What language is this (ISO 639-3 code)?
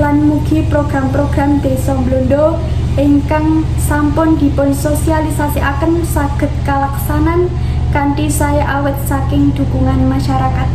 jav